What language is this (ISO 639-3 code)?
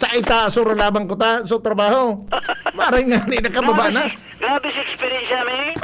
bik